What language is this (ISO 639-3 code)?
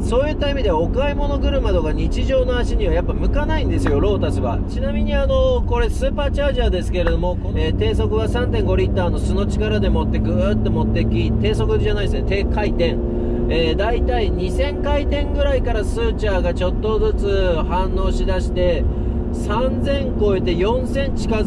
jpn